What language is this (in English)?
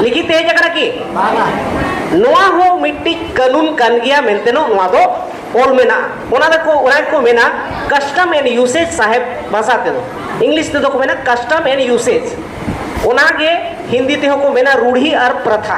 Santali